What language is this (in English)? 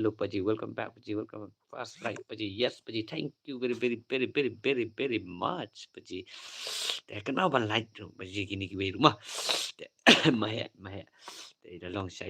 Khasi